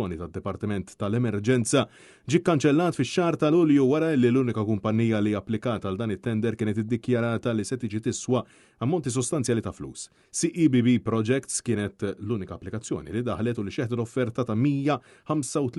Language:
Maltese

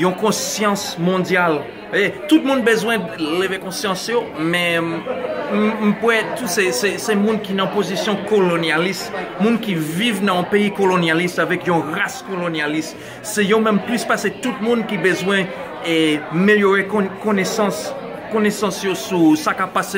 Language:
Haitian Creole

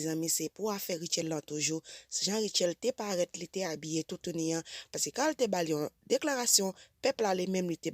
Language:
Haitian Creole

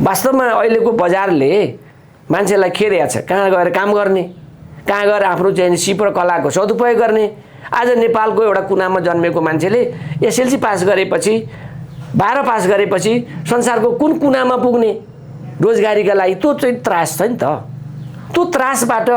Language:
Nepali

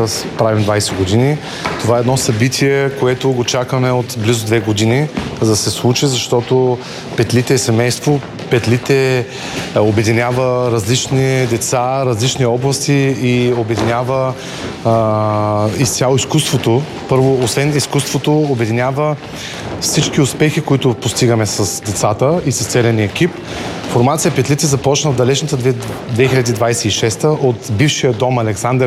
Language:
Bulgarian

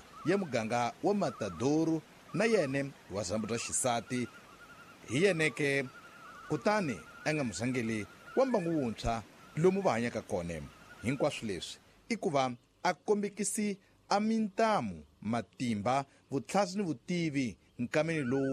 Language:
Tsonga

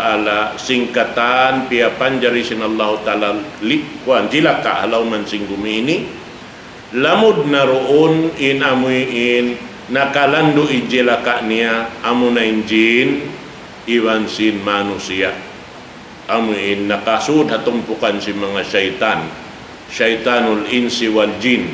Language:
Tausug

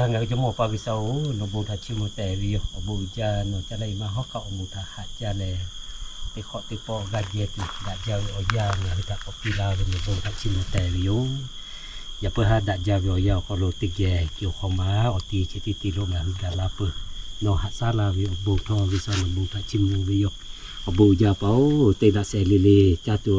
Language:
Lahu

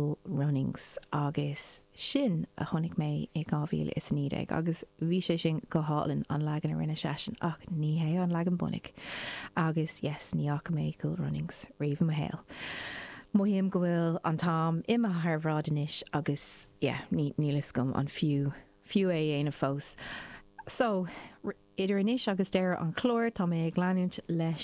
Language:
Irish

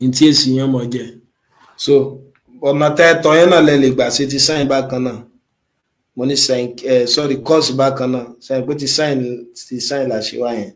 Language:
Yoruba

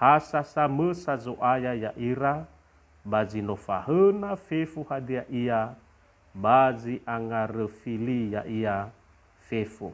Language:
Nias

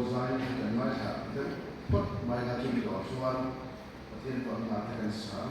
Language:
Mizo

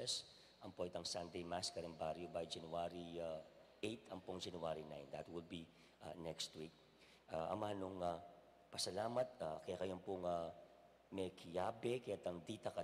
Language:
Pampanga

